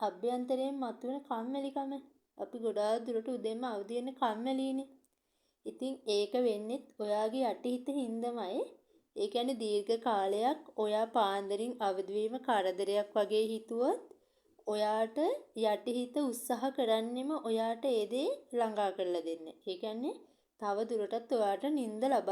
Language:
Sinhala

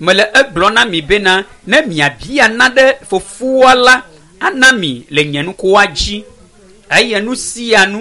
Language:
Ewe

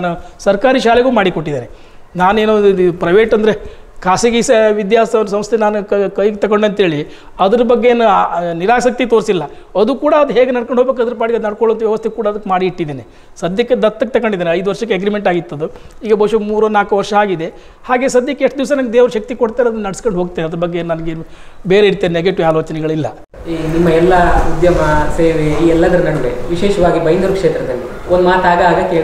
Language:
Kannada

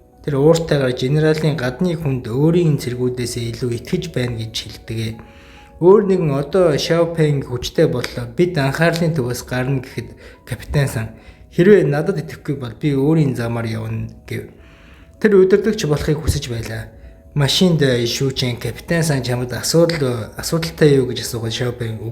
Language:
Mongolian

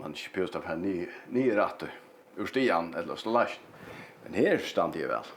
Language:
Faroese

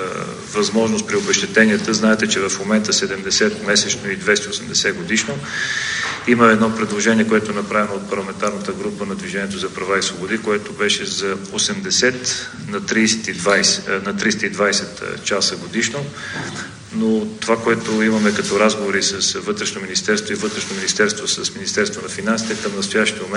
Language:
Bulgarian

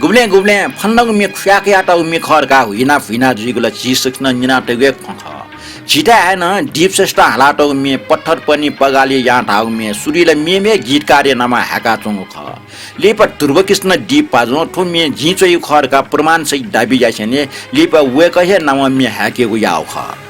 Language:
Newari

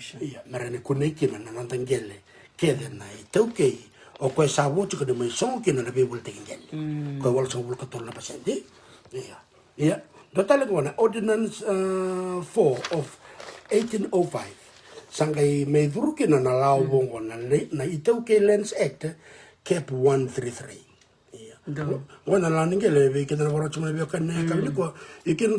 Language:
Fijian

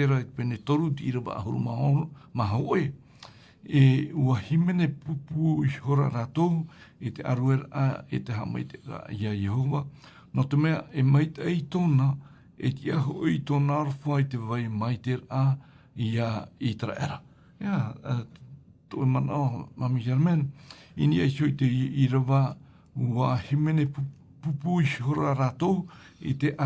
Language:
Tahitian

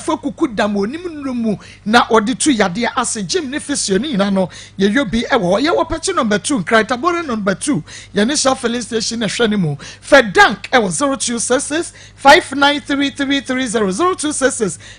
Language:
Akan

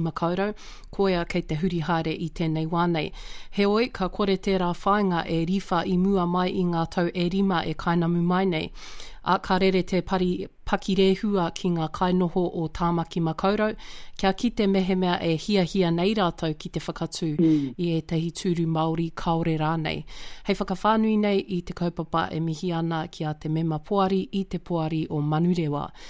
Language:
Māori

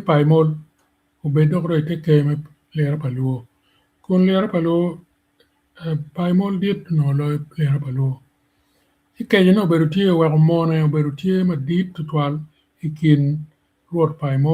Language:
Acoli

